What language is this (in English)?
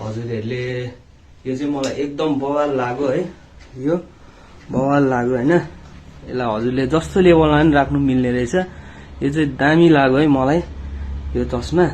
Nepali